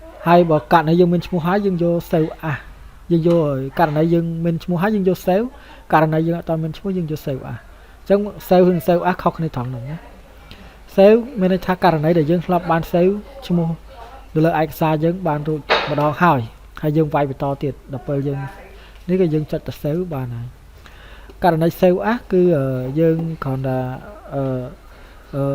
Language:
Khmer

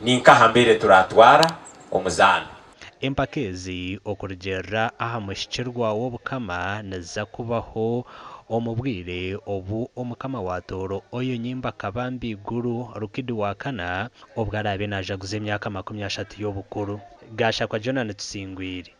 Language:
Nyankole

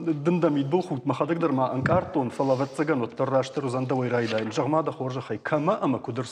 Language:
Ossetic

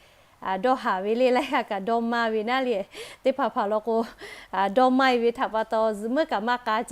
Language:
Lahu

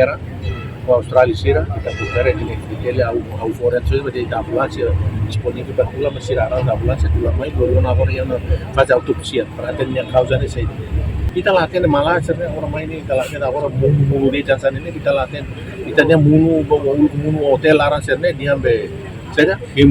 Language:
Tetum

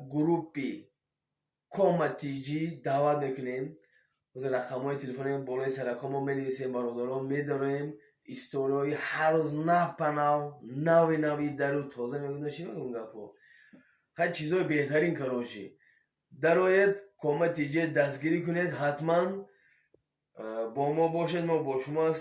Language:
Tajik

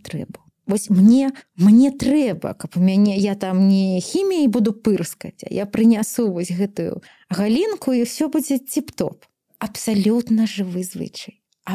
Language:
Belarusian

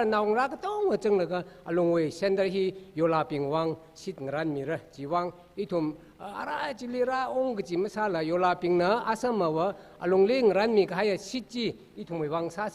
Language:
Tangkhul Naga (India)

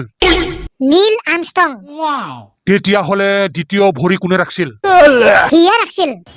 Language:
Assamese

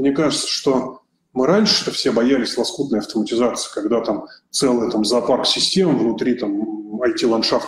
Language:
Russian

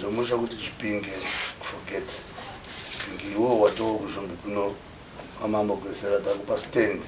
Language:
Shona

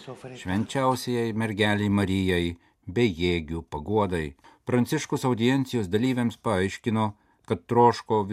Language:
Lithuanian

